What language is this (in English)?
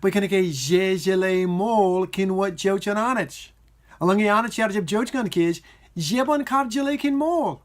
Marshallese